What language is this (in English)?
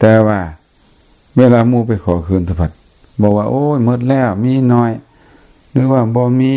Lao